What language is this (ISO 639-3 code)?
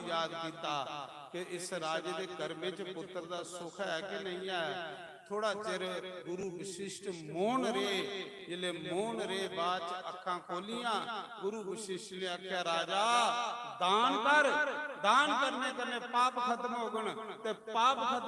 doi